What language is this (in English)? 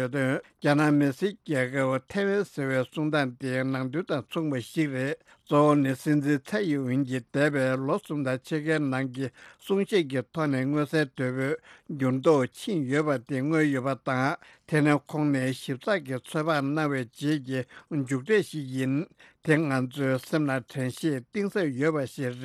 Tibetan